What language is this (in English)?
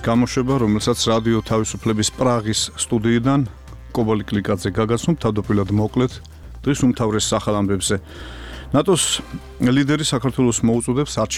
Georgian